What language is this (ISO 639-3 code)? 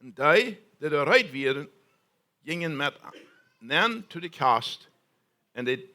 pdt